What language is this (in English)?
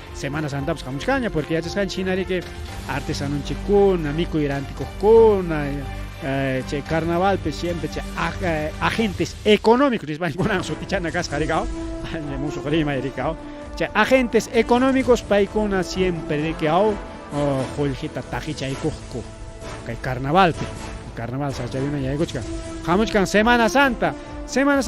Ayacucho Quechua